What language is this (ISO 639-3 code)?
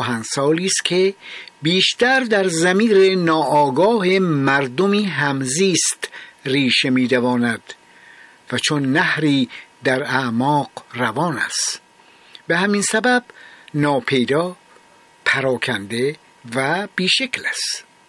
fas